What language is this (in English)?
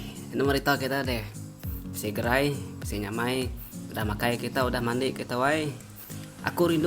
Iban